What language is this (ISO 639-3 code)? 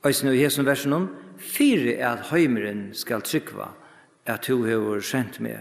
fao